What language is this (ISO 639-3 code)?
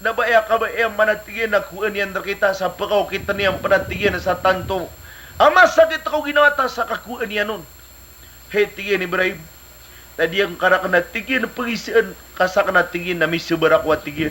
mrw